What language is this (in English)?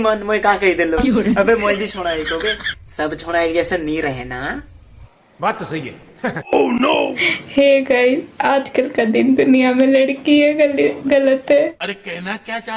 Sadri